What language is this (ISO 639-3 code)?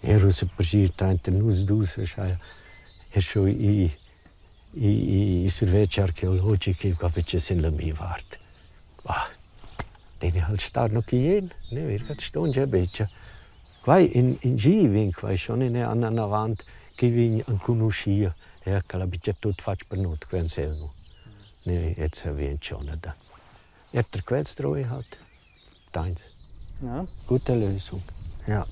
roh